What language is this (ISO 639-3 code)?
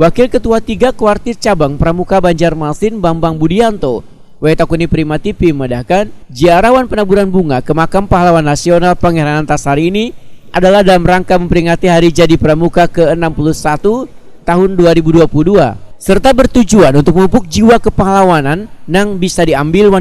bjn